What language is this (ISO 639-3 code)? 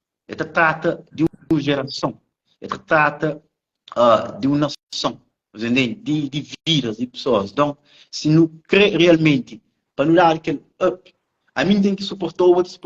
kea